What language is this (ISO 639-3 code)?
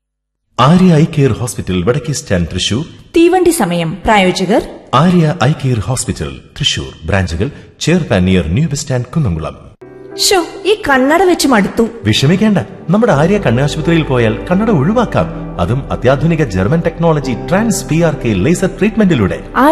mal